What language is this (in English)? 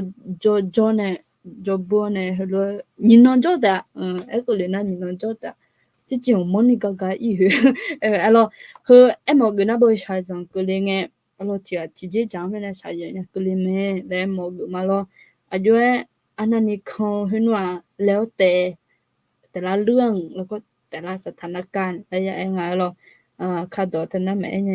Akha